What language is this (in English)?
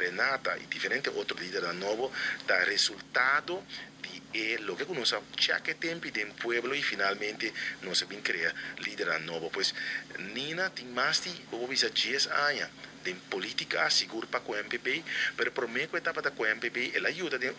Papiamento